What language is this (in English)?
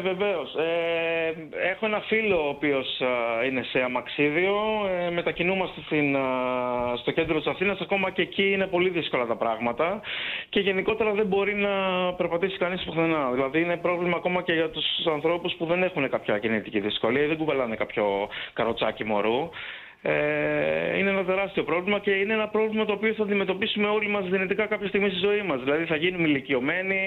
Greek